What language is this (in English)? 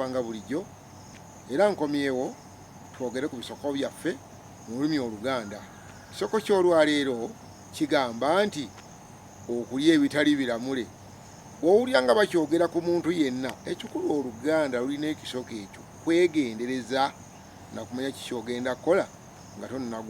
Ganda